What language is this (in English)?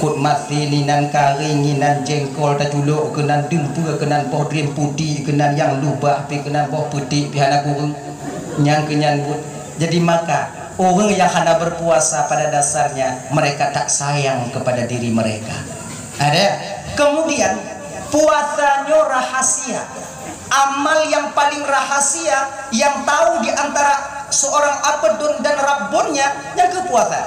Achinese